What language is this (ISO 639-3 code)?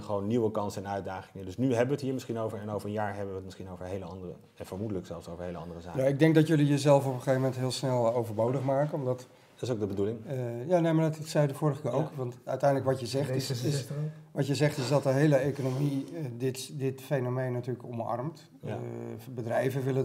nld